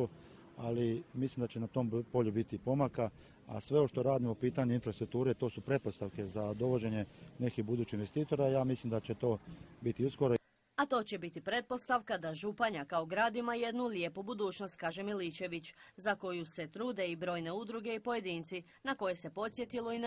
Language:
Croatian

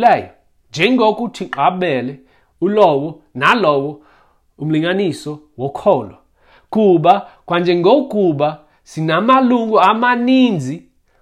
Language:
Xhosa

